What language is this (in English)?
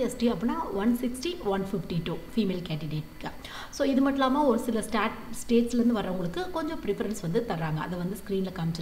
Tamil